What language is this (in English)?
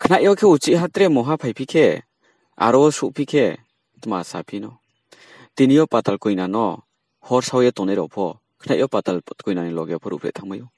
Riang (India)